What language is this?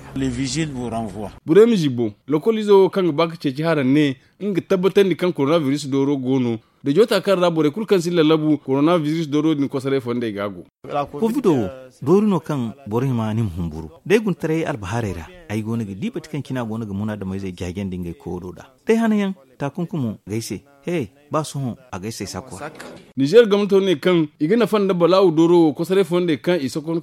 Zarma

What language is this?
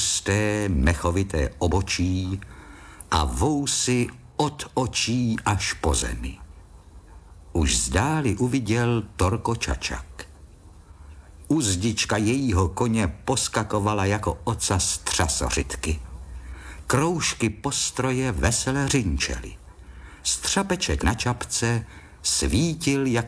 Czech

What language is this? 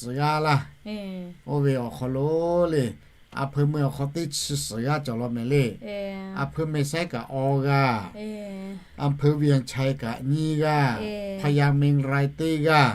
Lahu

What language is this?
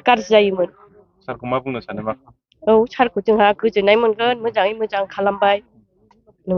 Bodo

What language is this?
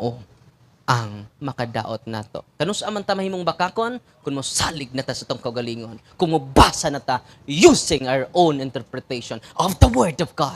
Cebuano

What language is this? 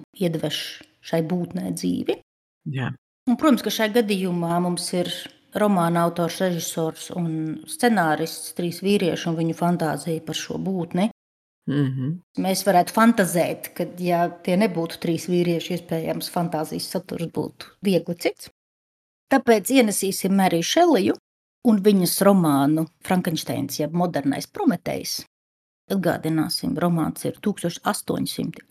Latvian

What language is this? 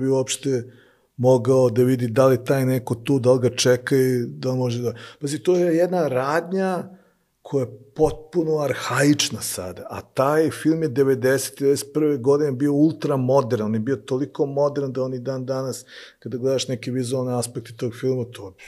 Serbian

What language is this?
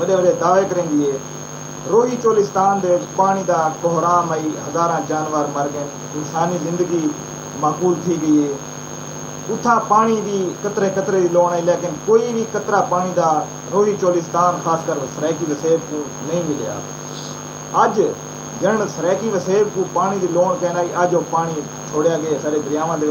Saraiki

